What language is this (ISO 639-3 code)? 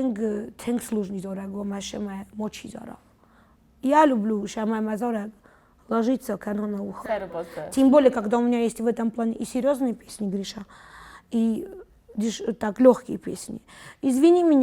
oss